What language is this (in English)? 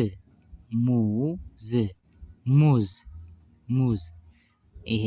Amharic